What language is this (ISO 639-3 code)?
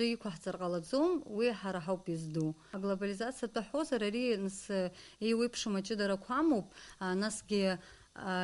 abk